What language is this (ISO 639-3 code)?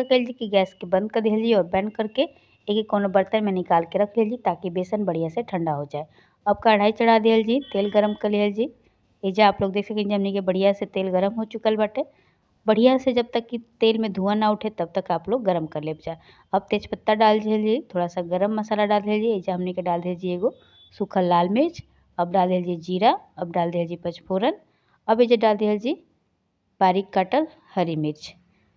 bho